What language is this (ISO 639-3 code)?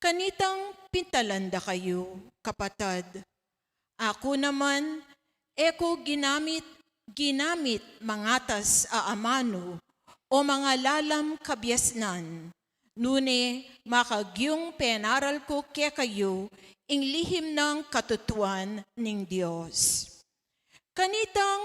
pam